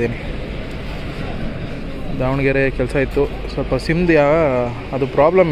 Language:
Kannada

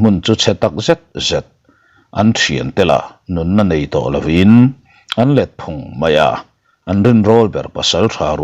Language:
Mizo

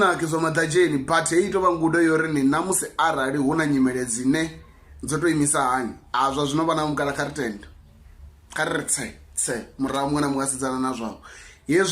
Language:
Venda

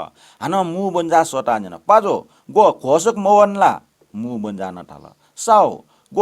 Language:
Newari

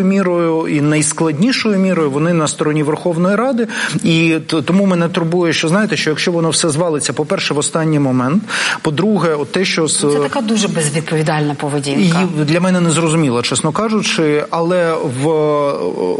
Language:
Ukrainian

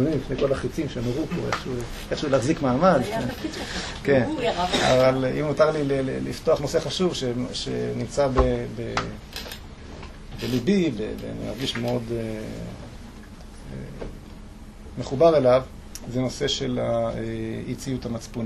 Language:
Hebrew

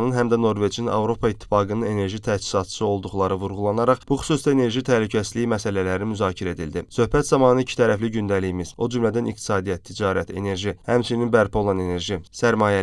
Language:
Azerbaijani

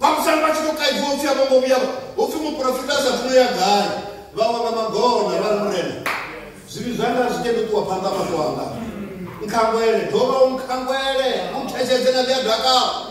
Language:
Venda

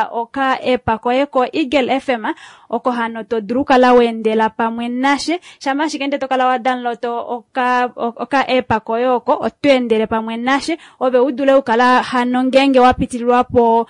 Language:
Kuanyama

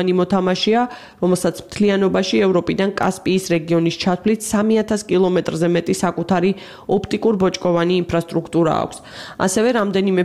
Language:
Georgian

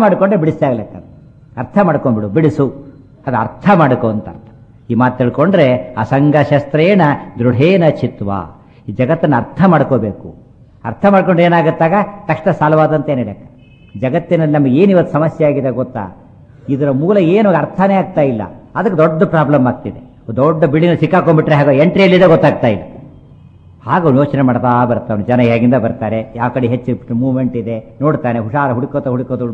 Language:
Kannada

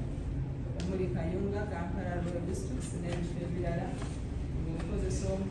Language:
Ganda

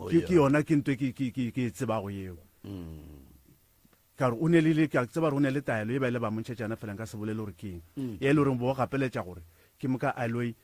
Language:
Northern Sotho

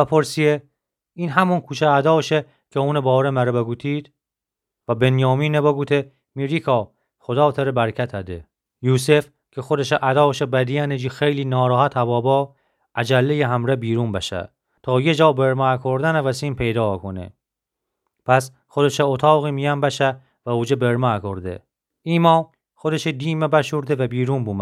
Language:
Gilaki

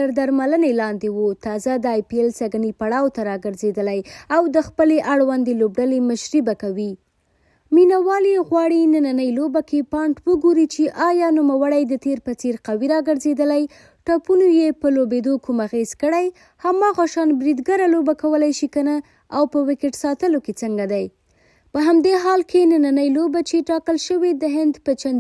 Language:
Pashto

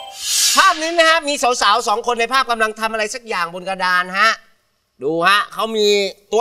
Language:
Thai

